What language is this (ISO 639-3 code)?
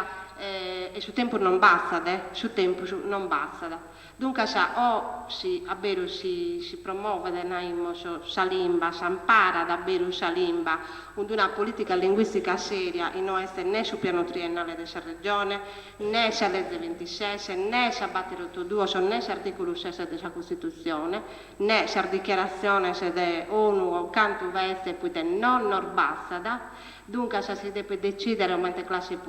srd